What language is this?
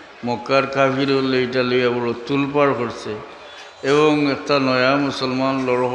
Sylheti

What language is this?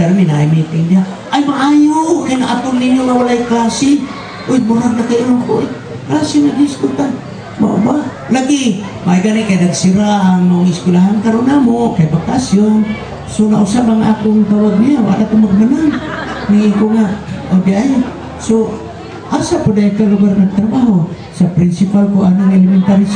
Cebuano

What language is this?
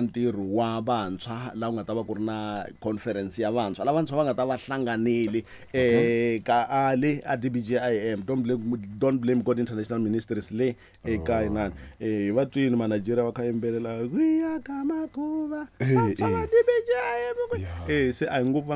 Tsonga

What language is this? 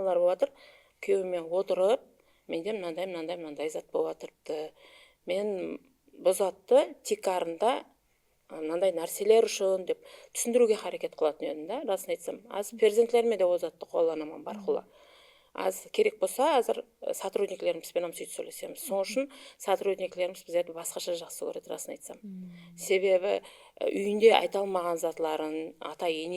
Kara-Kalpak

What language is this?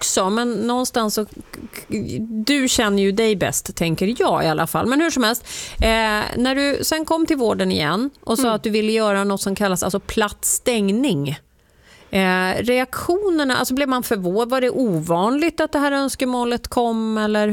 Swedish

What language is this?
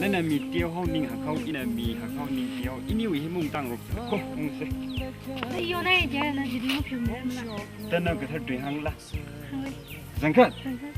Tangkhul Naga (India)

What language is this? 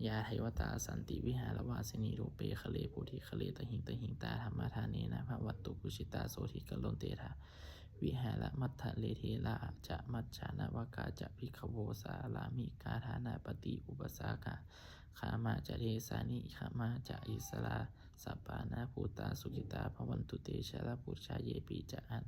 Pali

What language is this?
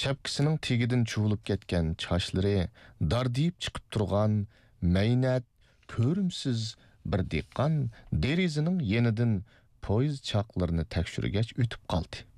Uyghur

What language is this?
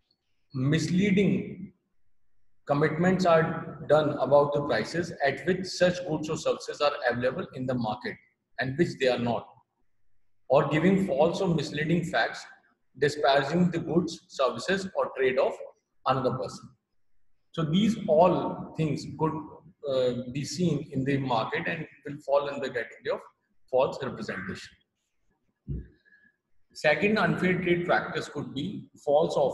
English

